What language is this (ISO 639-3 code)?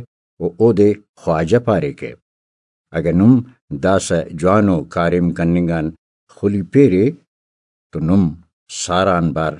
brh